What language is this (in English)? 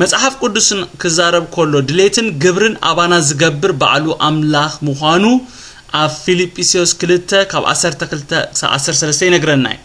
Tigrinya